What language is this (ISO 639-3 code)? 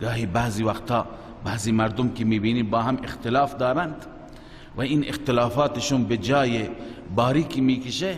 fas